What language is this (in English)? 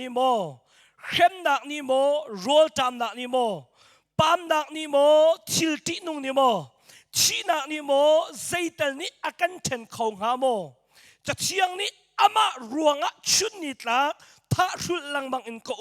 Hakha Chin